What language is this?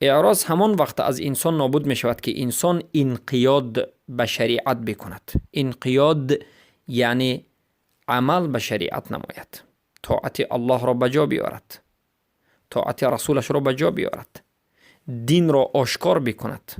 Persian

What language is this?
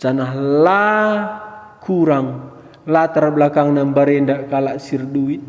Batak Karo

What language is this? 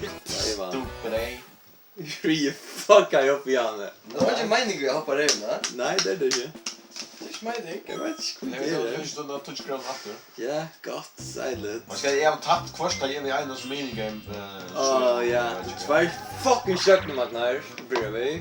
Faroese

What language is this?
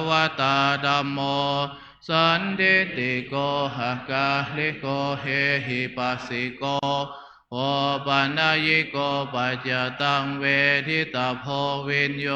Pali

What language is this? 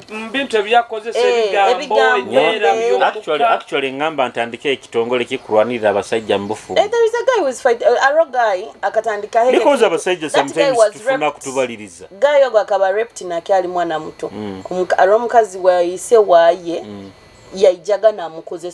Nyoro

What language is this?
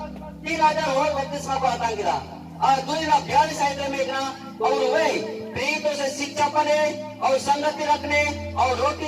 Santali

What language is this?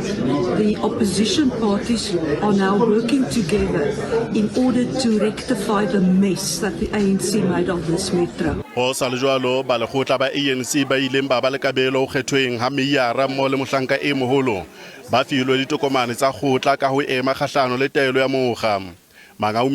Southern Sotho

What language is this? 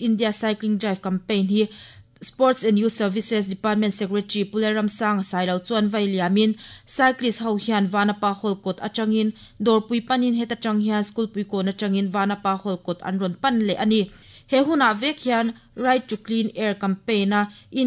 Mizo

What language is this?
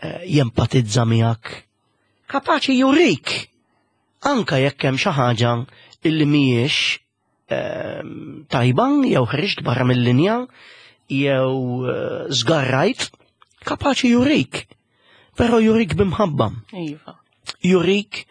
Maltese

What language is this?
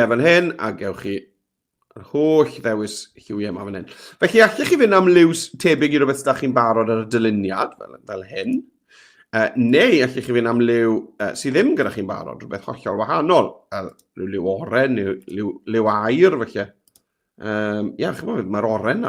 Welsh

